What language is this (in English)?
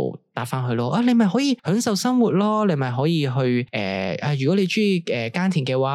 Cantonese